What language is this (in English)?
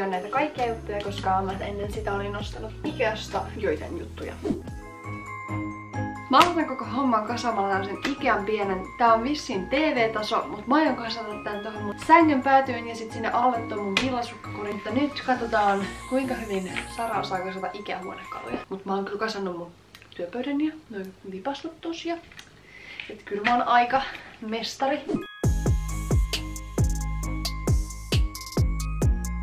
Finnish